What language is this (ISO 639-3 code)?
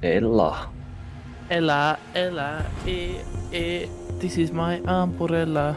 bar